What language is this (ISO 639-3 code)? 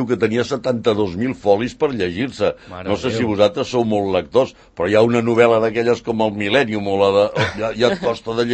cat